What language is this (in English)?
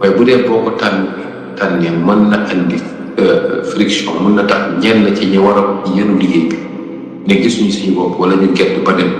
Wolof